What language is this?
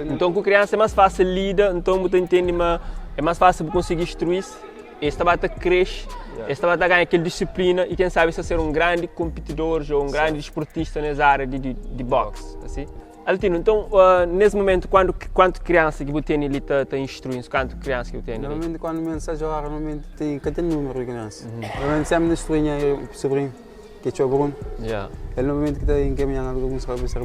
Kabuverdianu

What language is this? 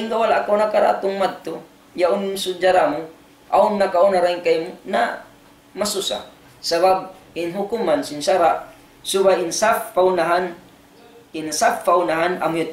Tausug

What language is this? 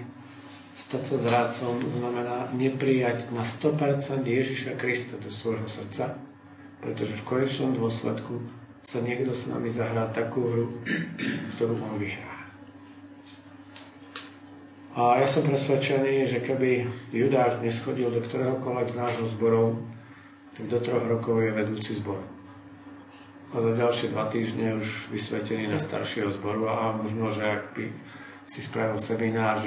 Slovak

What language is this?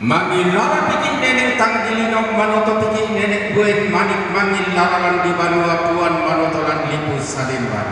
Toraja-Sa'dan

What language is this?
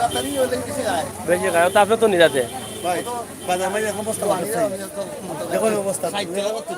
Sylheti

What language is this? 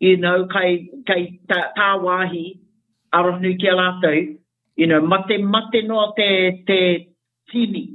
Māori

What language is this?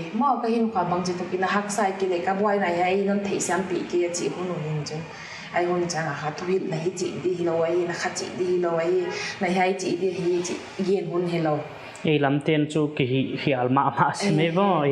Paite Chin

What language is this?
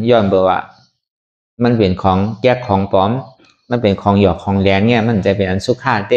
Shan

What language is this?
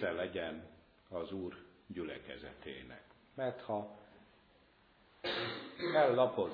Hungarian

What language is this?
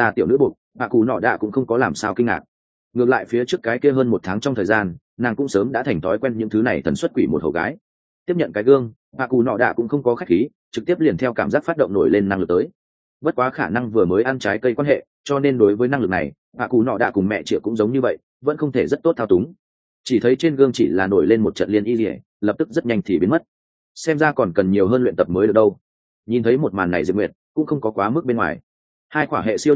Vietnamese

